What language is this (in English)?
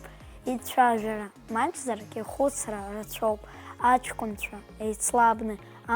Abkhazian